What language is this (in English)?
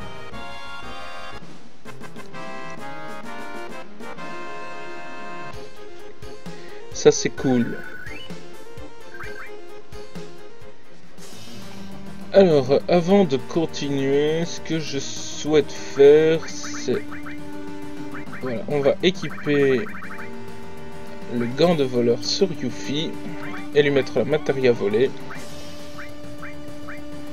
French